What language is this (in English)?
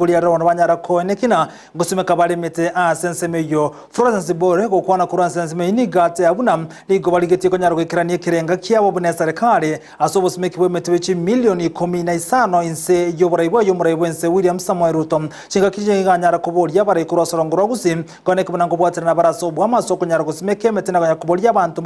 Gusii